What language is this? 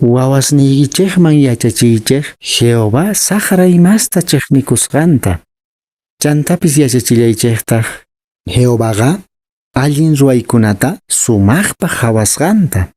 Quechua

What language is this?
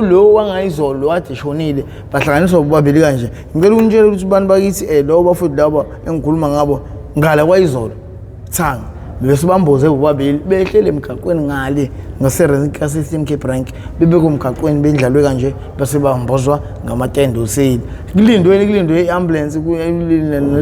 Zulu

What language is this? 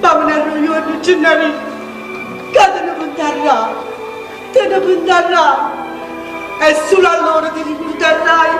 Neapolitan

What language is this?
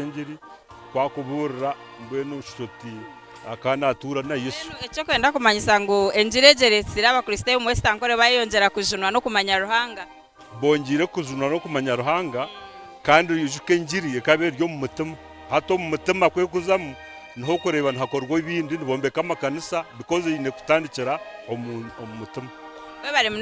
Nyankole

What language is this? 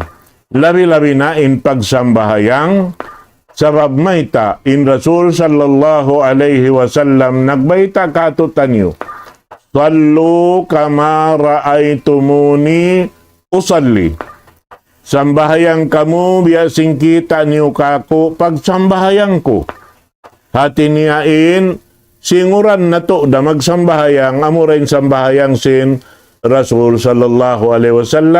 Tausug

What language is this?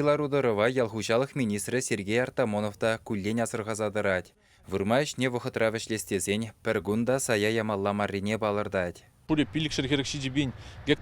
Chuvash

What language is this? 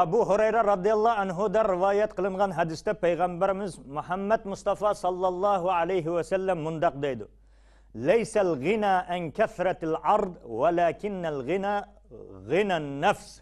Uyghur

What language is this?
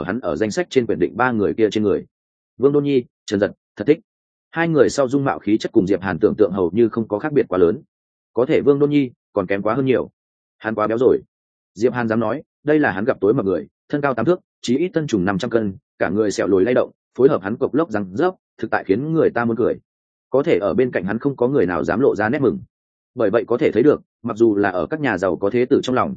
Vietnamese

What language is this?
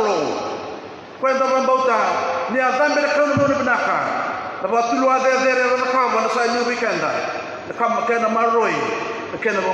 Fijian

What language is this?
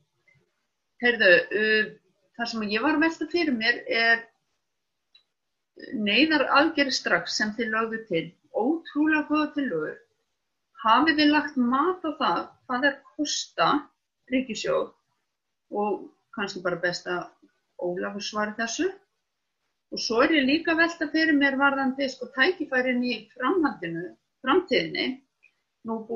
Icelandic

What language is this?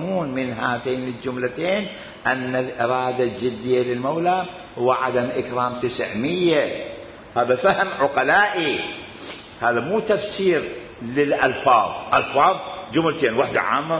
Mesopotamian Arabic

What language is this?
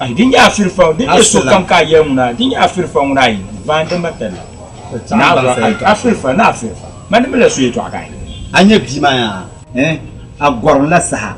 Dagbani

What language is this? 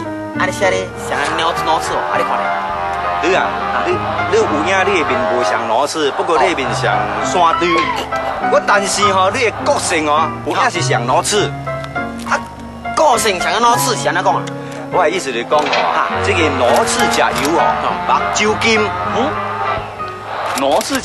Min Nan Chinese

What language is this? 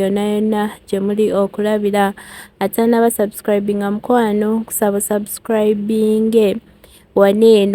Ganda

